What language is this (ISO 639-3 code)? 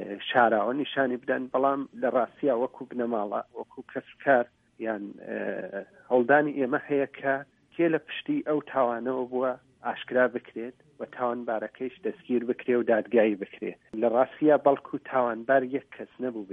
ckb